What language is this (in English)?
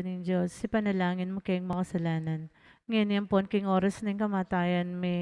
Pampanga